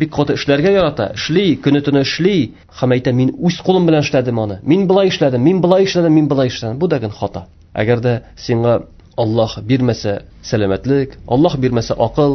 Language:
Tatar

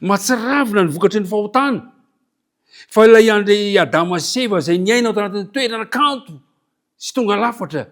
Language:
Malagasy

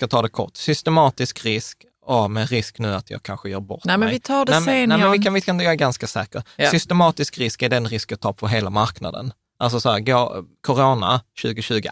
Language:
Swedish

